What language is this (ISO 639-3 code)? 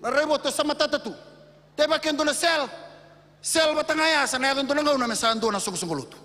fij